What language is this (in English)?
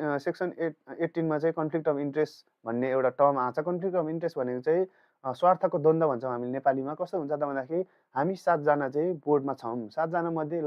Nepali